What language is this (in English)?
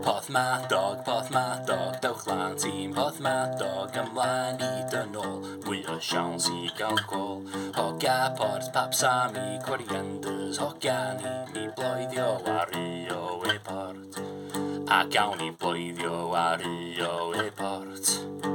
Welsh